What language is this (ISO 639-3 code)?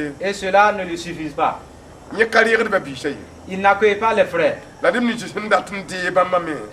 mos